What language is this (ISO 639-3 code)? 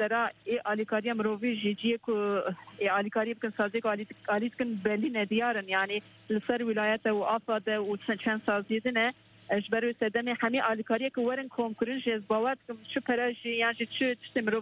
kur